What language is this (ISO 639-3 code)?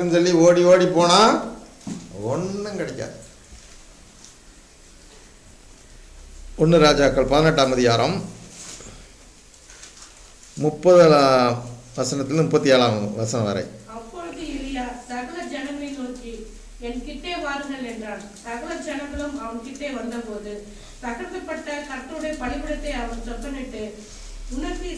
tam